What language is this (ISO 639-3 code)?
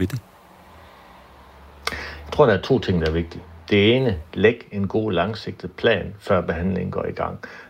dan